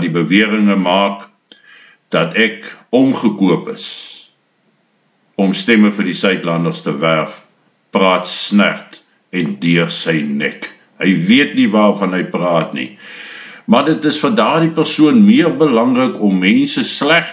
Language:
Afrikaans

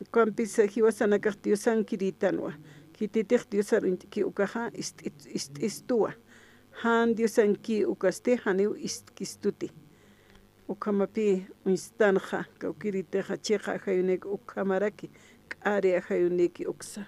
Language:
Aymara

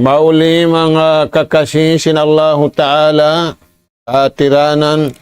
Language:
Tausug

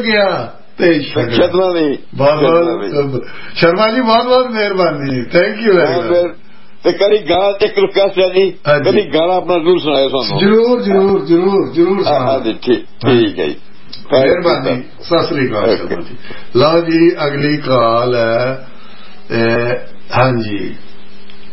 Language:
Punjabi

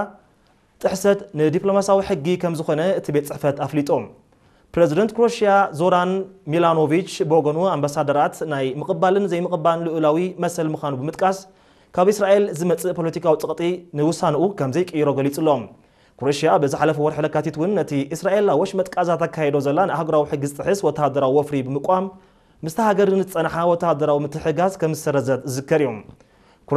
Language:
Tigrinya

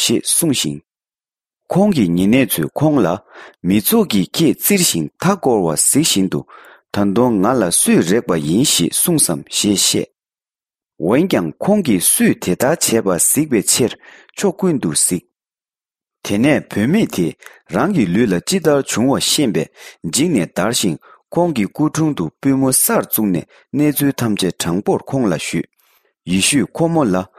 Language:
Tibetan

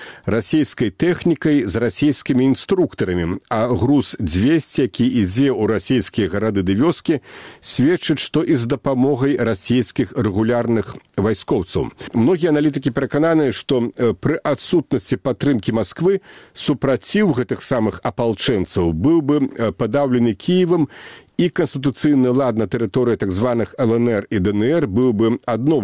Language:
Belarusian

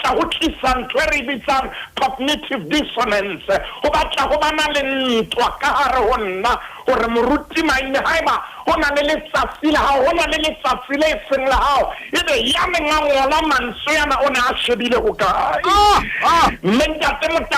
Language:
Southern Sotho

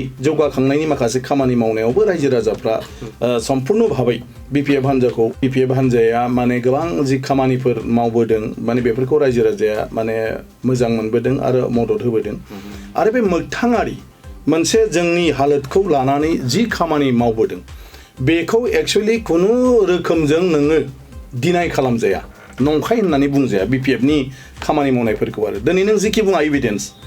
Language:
Bodo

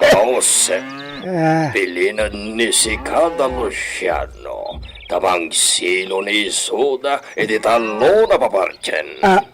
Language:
Iloko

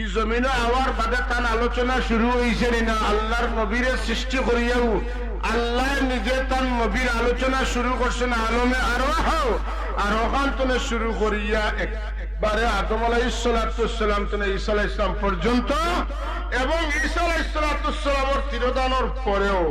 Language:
Sylheti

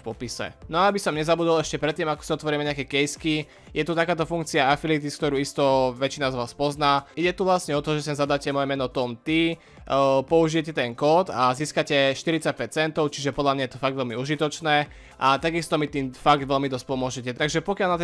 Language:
Slovak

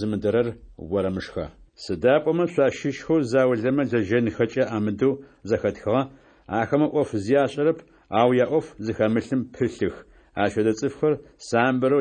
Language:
Adyghe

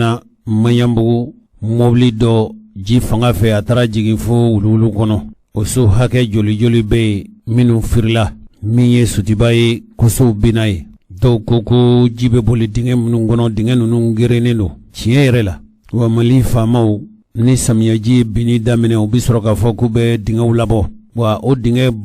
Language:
Bambara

